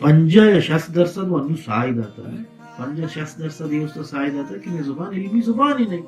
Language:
Baluchi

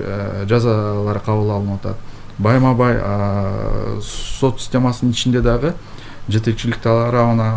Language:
Kyrgyz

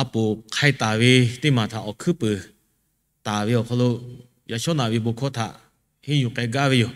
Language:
Lahu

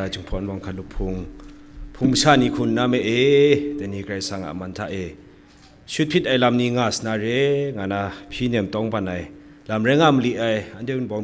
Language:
Kachin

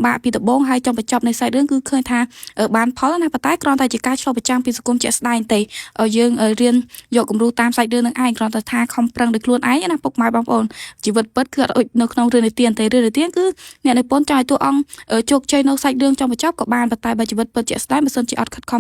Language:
Khmer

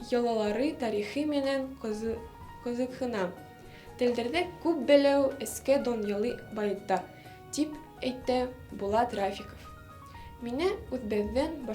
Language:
Bashkir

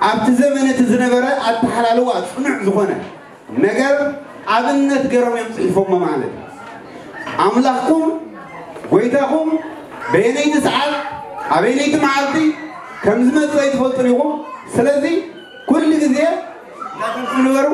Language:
Tigrinya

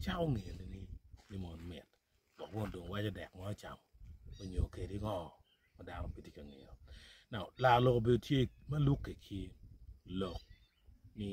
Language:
Acoli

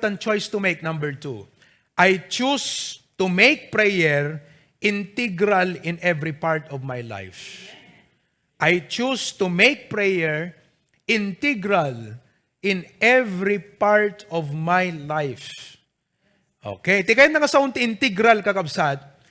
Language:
Iloko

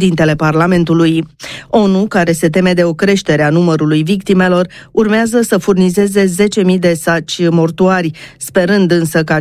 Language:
Romanian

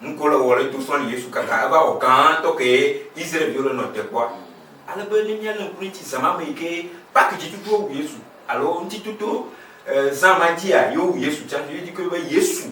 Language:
Ewe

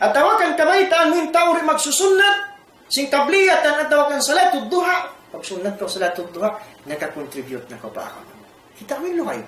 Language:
Tausug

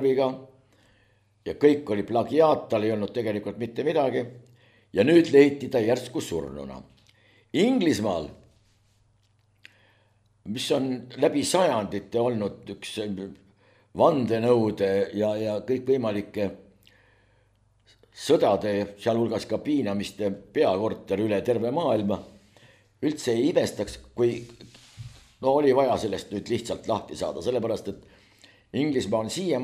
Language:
Estonian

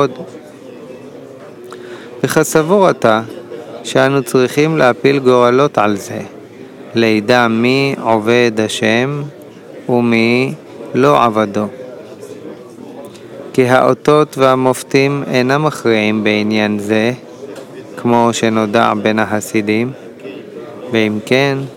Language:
Hebrew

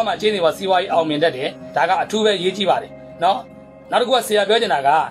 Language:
Burmese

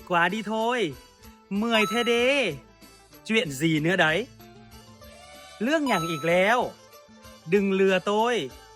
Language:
Lao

